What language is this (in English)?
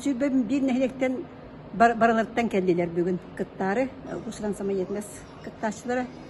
Yakut